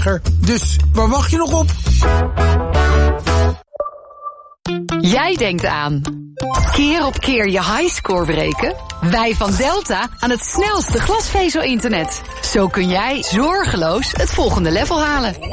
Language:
Dutch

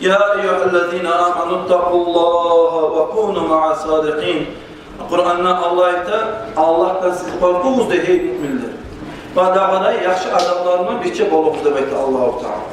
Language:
Kumyk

